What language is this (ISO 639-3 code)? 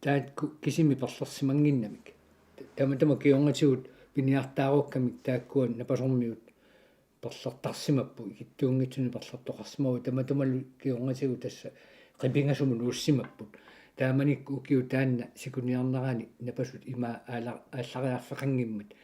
kal